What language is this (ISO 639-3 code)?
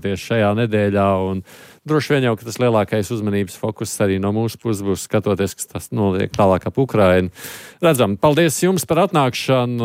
lav